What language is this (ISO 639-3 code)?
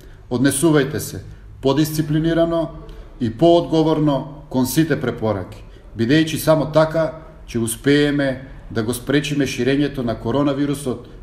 mkd